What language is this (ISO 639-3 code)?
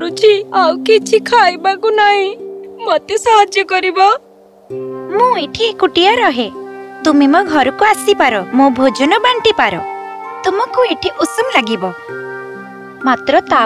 ori